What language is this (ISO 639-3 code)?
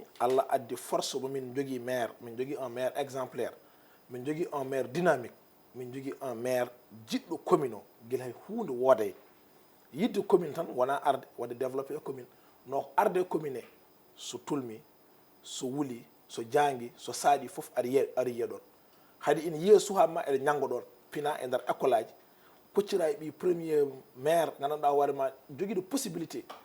ful